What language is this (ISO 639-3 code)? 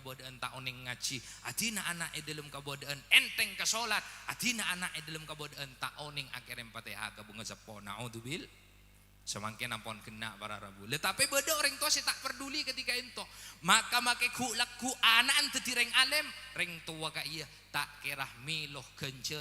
mad